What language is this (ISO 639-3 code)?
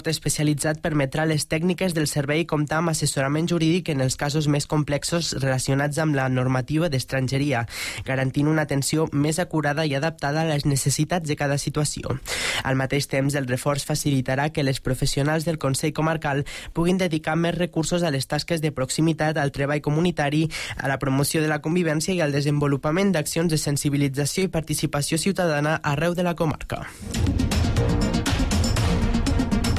cat